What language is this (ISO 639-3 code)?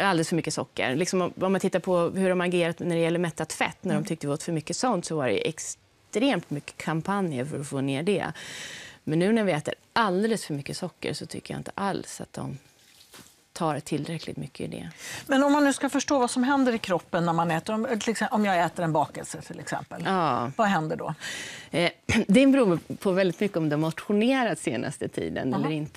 swe